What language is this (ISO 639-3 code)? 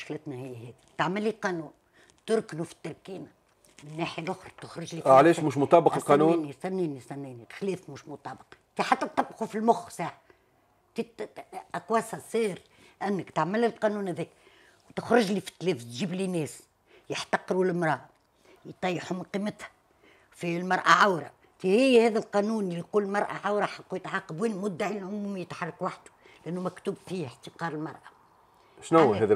aeb